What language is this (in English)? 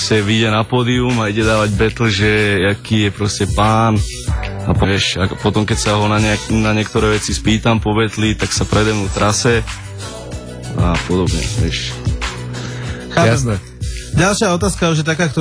Slovak